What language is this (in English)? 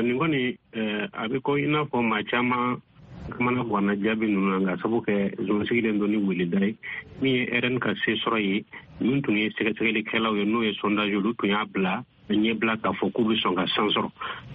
Bambara